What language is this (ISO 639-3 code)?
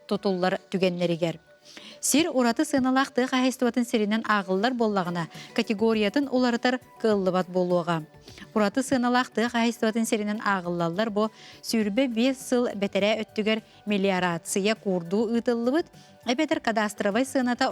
sah